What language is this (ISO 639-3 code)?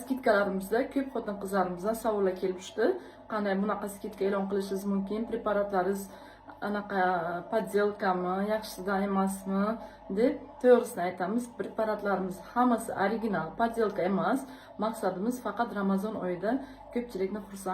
uzb